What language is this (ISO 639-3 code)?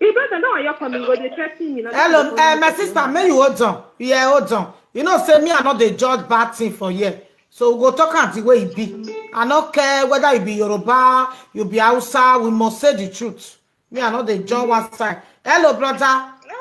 pcm